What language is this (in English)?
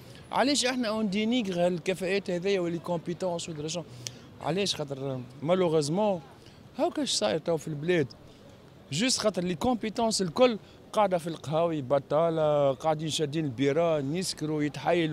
Tunisian Arabic